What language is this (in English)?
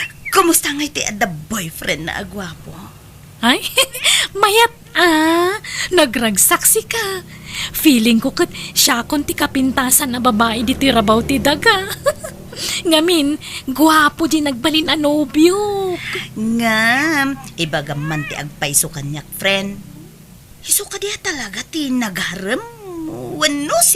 Iloko